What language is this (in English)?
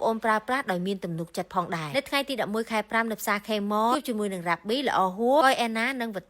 Khmer